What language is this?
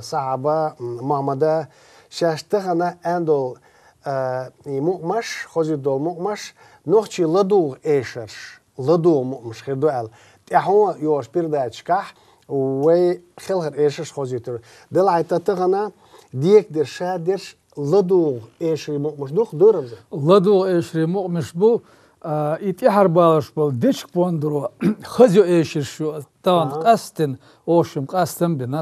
Chechen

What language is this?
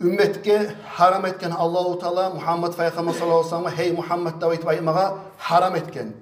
Kumyk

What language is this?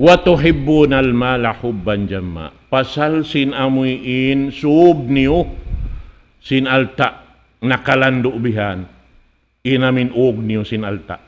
Tausug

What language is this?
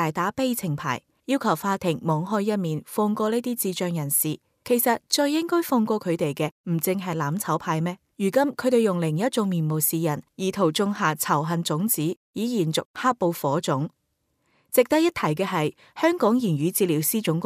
Cantonese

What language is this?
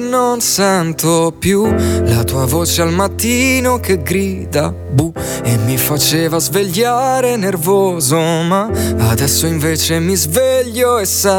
Italian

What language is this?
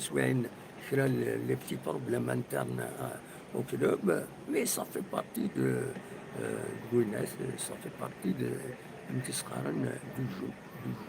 Kabyle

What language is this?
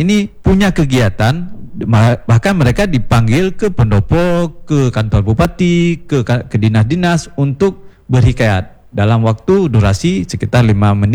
Indonesian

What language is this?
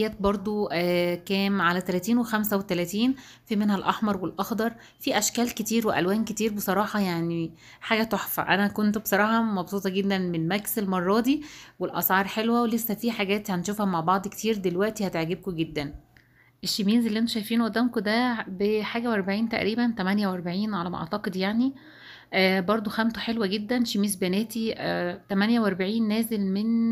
Egyptian Arabic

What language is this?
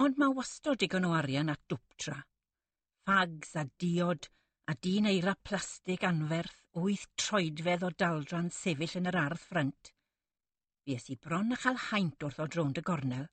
Welsh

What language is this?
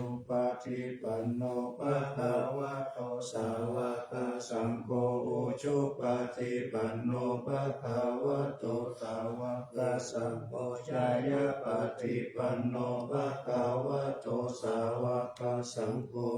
Pali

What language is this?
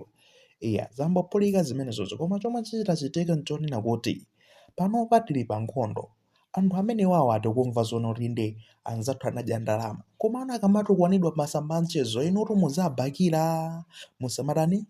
Nyanja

